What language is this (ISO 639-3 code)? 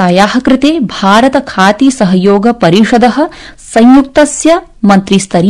san